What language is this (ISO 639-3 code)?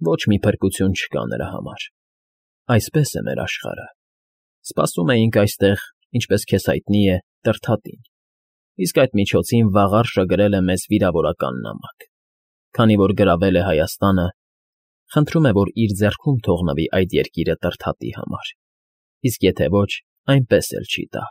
hye